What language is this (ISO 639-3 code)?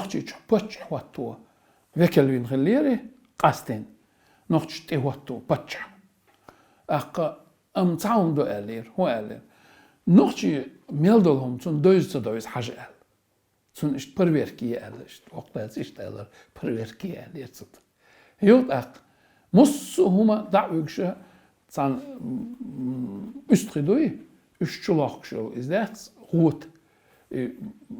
che